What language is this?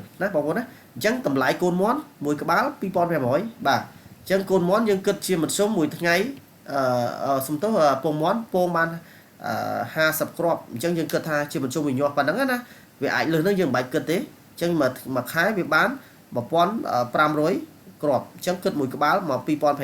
Khmer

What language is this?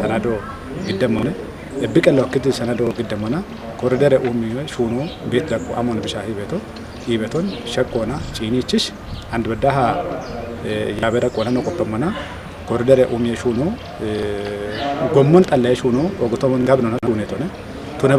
Kafa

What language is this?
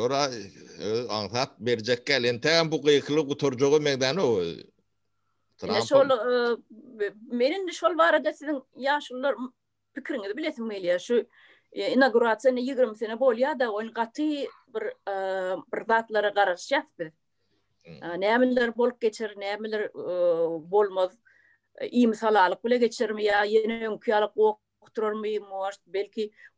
Turkmen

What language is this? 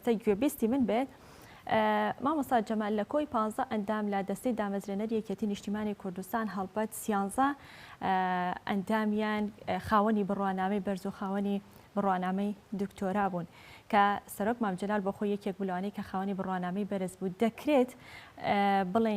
Central Kurdish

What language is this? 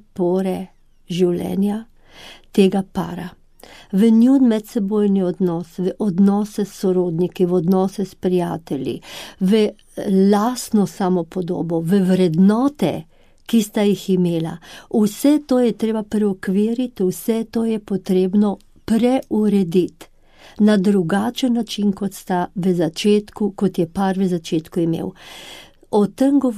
Slovenian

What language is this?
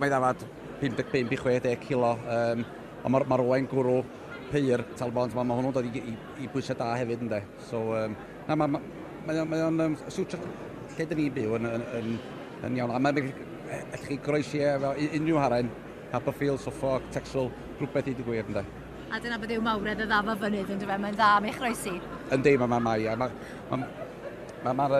Welsh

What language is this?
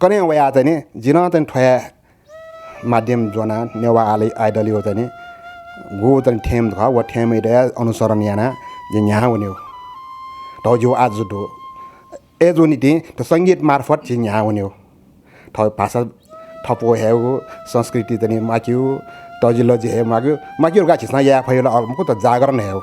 Newari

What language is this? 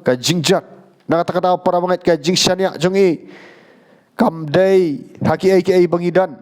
Khasi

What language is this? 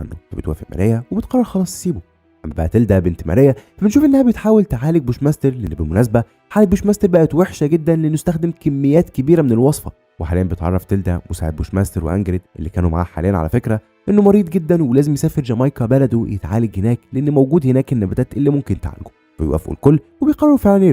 Egyptian Arabic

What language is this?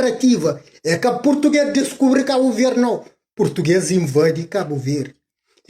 Kabuverdianu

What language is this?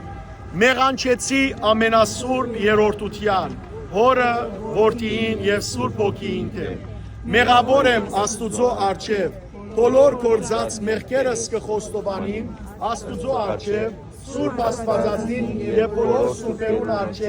Western Armenian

